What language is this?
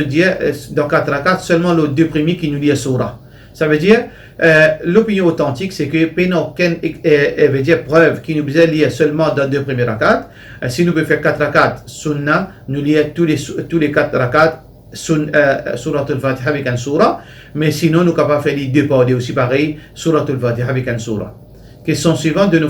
Morisyen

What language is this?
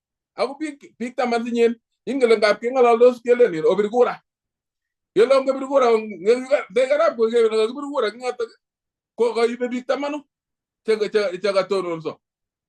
Kalenjin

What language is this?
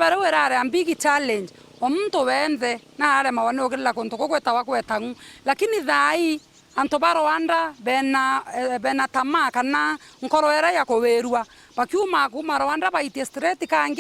Meru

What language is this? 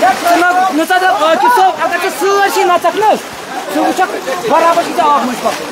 Kashmiri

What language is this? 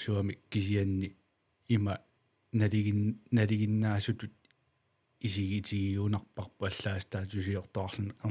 Kalaallisut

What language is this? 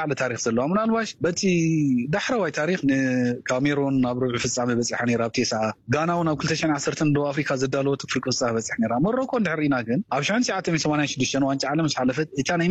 Tigrinya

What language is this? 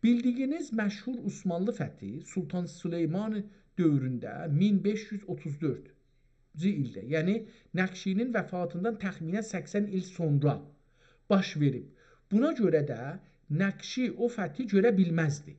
South Azerbaijani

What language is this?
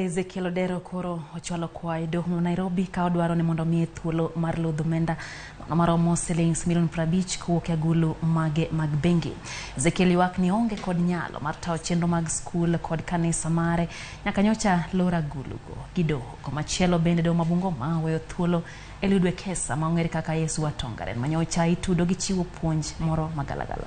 Luo (Kenya and Tanzania)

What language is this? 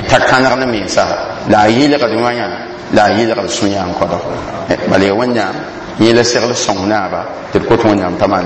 Mossi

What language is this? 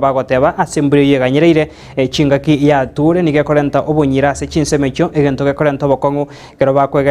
Gusii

